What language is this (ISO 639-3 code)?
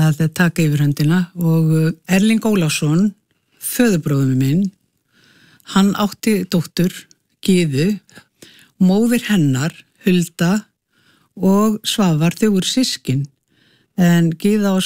isl